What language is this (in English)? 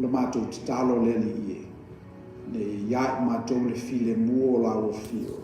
Samoan